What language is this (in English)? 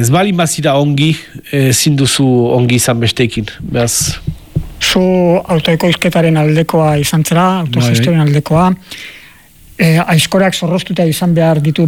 Basque